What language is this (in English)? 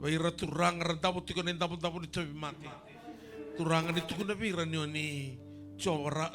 Fijian